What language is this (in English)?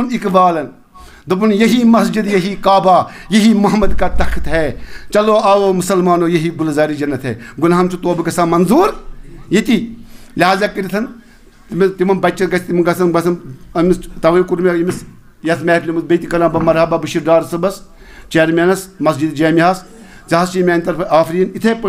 Kashmiri